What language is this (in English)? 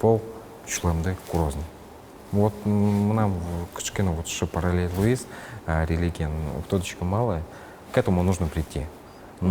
Udmurt